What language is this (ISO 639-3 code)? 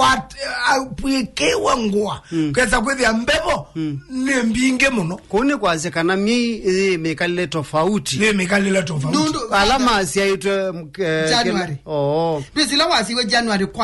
kam